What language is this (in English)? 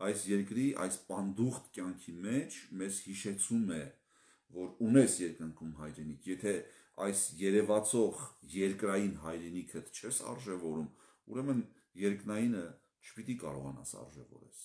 Armenian